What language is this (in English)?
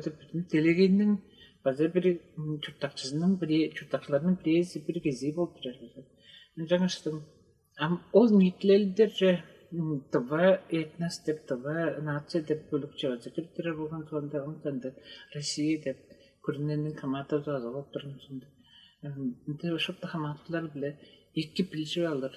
Tuvinian